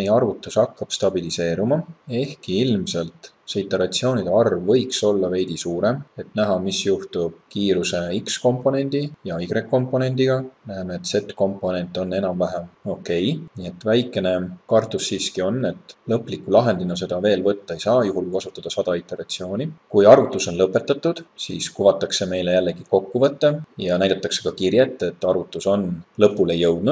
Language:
Estonian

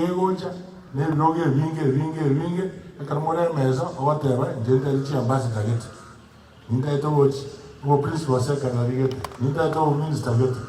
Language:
Gusii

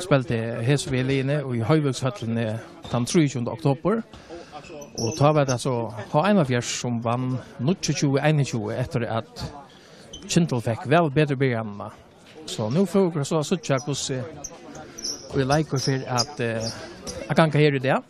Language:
Faroese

